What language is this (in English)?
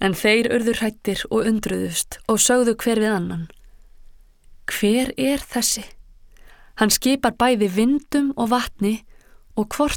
Icelandic